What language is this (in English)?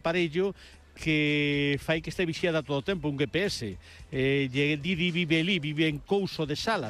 Galician